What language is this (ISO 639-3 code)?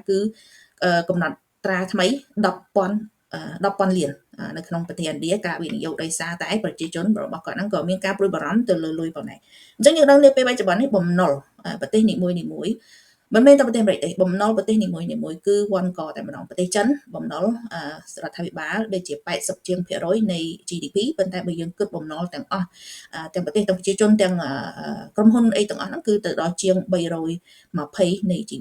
khm